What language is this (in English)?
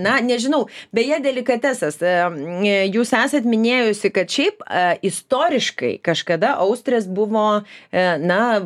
Lithuanian